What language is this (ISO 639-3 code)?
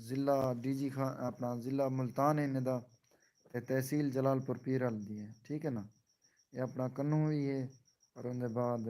skr